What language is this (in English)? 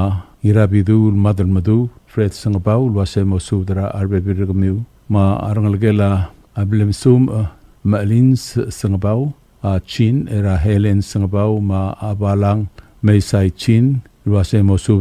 Palauan